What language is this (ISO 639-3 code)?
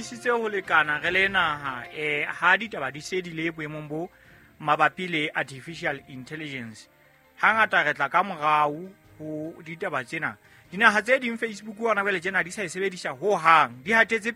sot